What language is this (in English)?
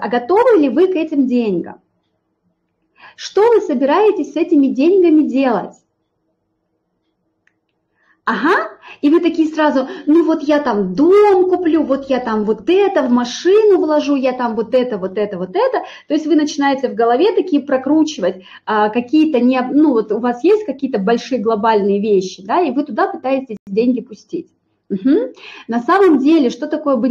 Russian